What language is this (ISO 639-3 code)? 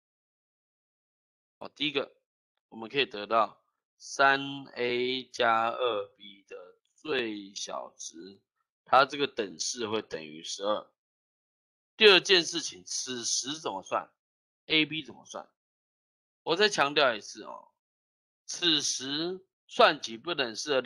zho